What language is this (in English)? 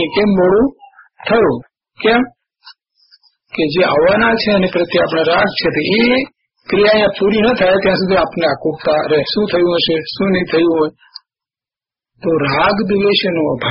Gujarati